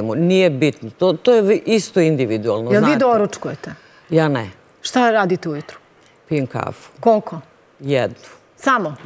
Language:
Serbian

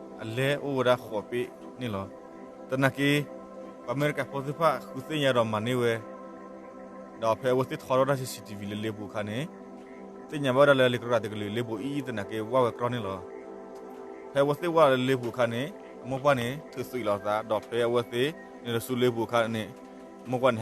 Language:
S'gaw Karen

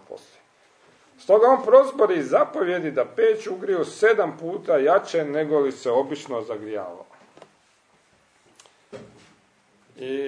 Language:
Croatian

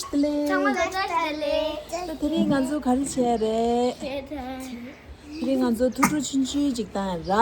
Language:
Tibetan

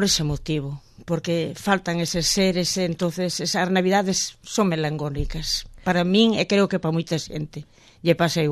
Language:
Galician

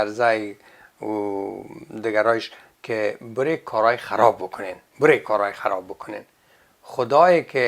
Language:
Persian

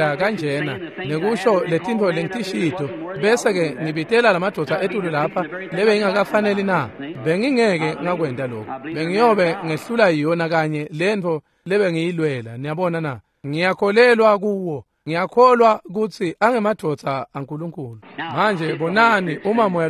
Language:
Swati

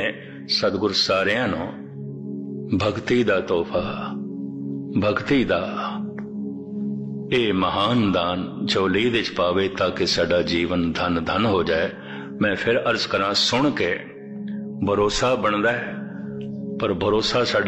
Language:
Punjabi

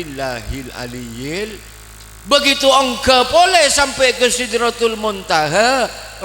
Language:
Madurese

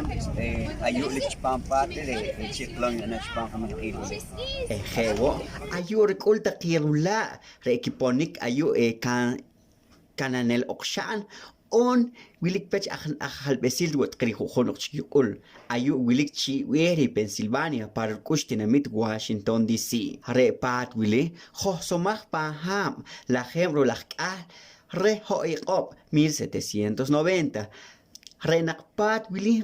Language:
Poqomchi'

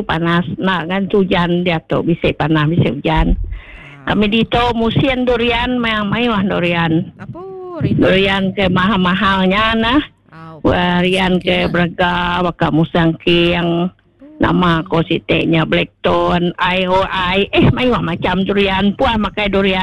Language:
Iban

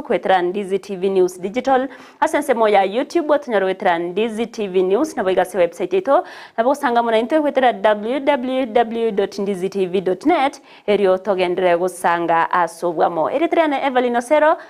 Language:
Gusii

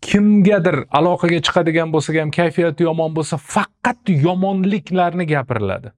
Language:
Uzbek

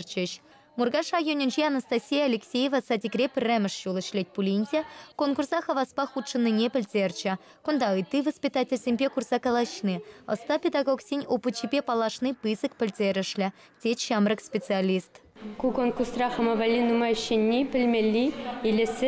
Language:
Chuvash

